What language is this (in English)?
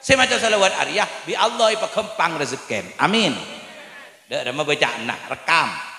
Madurese